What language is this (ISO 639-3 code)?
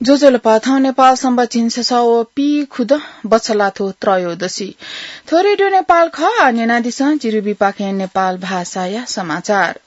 new